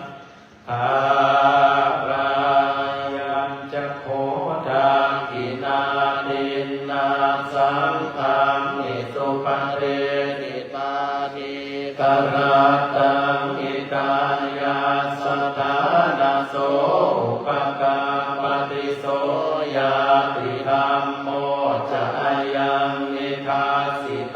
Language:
Pali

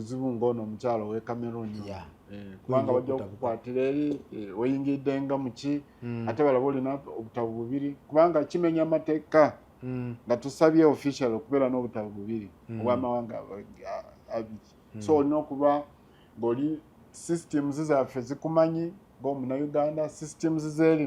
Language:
Ganda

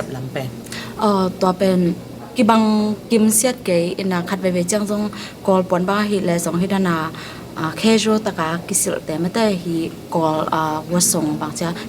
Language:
Tedim Chin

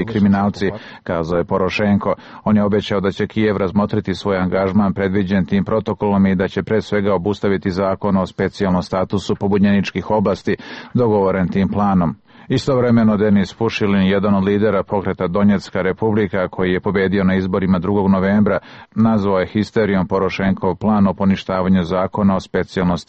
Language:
Serbian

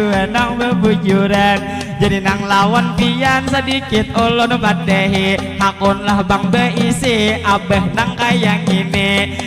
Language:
Banjar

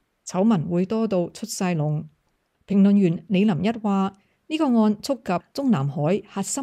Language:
Cantonese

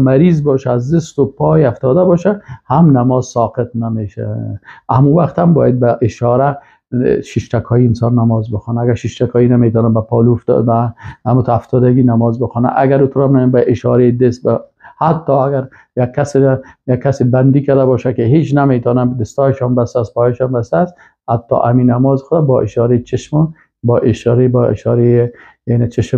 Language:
Persian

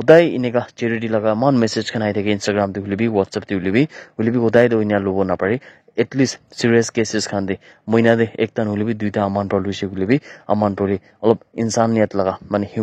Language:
Naga Pidgin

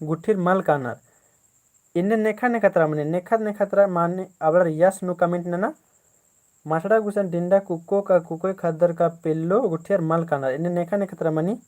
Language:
Kurukh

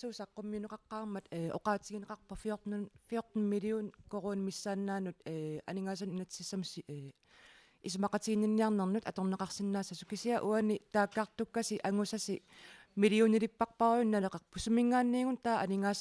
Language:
Kalaallisut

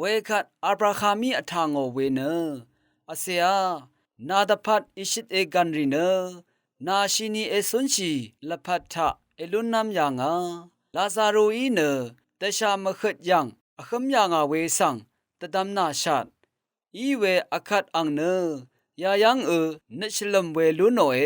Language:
Rawang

